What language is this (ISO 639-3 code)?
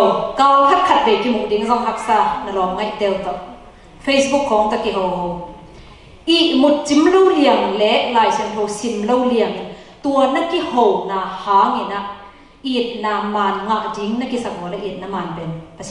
ctd